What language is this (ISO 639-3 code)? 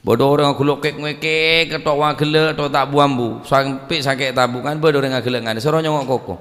mad